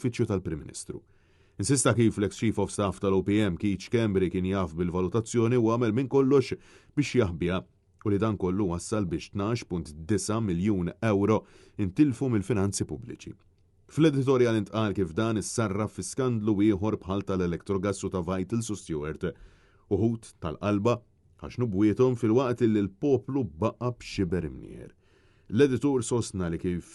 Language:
Maltese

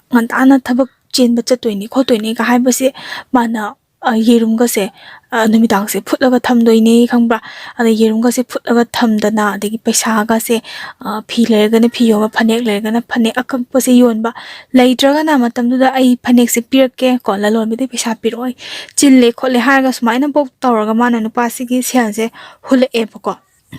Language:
Manipuri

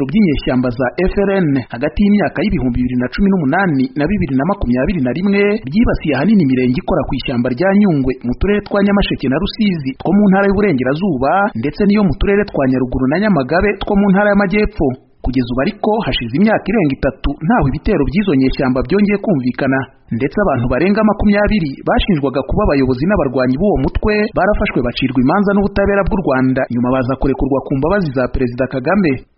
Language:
Kinyarwanda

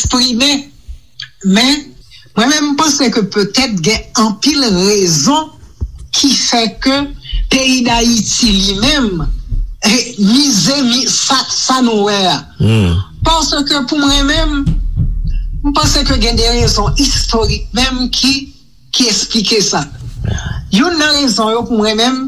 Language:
Haitian Creole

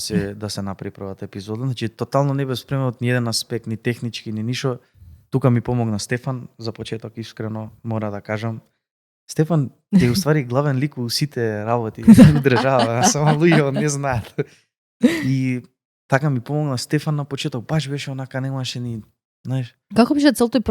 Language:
Macedonian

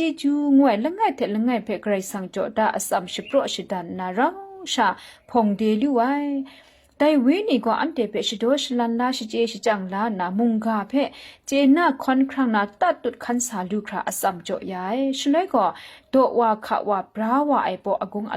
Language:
Kachin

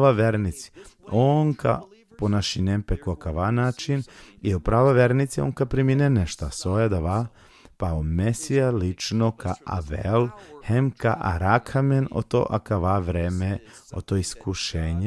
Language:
Balkan Romani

